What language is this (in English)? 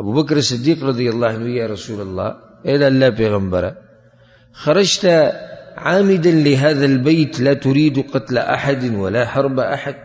Pashto